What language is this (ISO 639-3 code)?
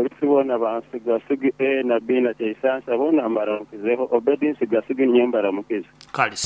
nyo